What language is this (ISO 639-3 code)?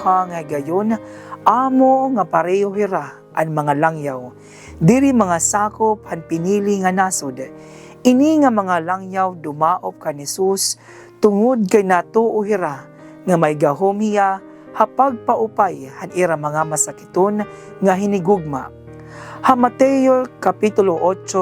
war